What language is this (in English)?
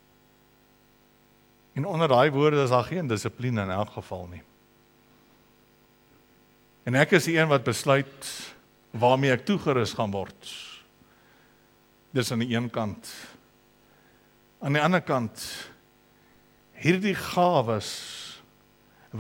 Afrikaans